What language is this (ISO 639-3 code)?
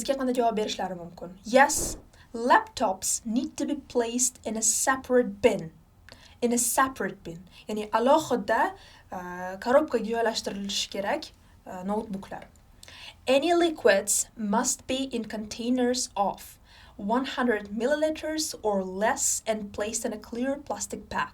uzb